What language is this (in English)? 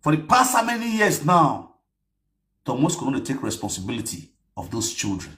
Nigerian Pidgin